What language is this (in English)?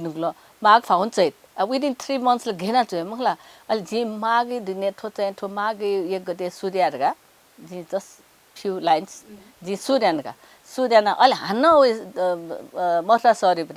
Newari